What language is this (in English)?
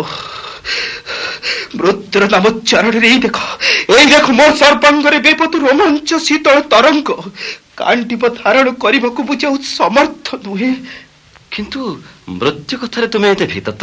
Odia